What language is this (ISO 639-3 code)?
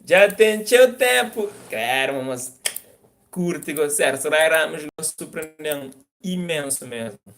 kea